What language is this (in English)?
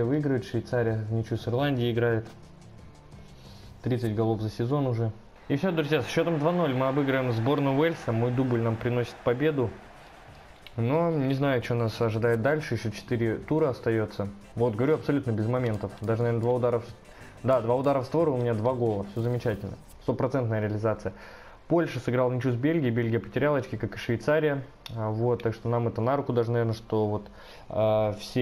Russian